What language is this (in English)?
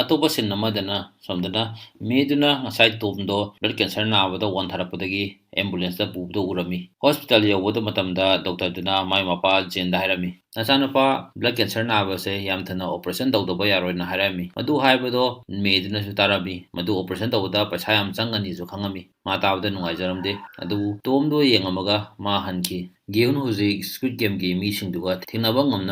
Manipuri